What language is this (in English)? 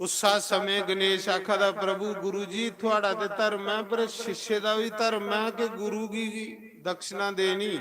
Dogri